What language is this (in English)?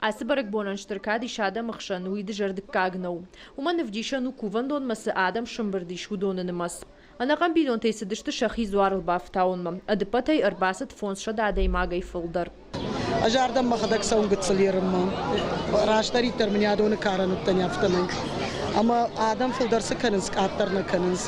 Ossetic